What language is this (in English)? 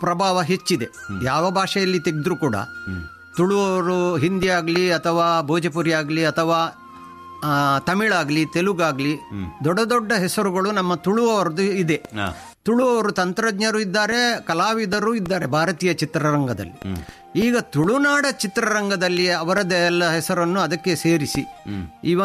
Kannada